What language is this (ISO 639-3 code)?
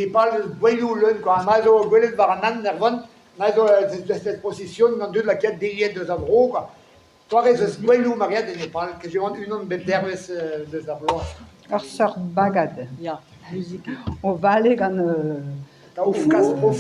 bre